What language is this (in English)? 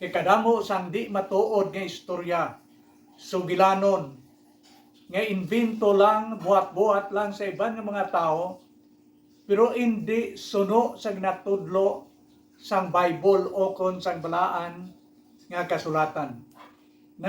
Hiligaynon